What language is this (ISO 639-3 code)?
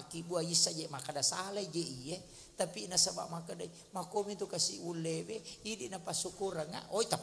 bug